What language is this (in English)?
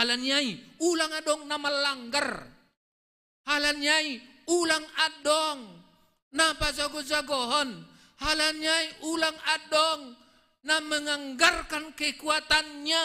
Batak Simalungun